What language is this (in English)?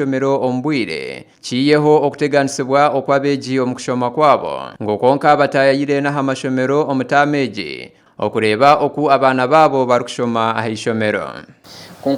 Nyankole